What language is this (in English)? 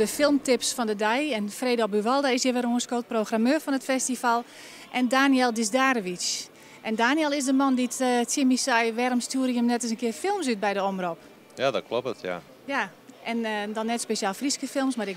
Western Frisian